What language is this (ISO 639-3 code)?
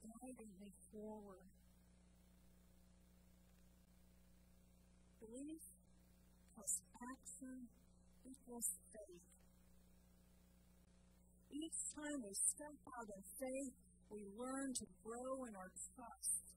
eng